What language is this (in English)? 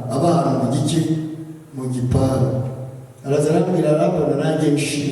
Kinyarwanda